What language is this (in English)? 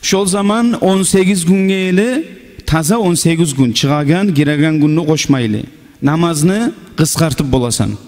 Kumyk